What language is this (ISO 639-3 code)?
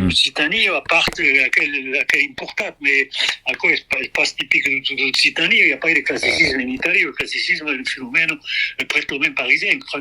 oci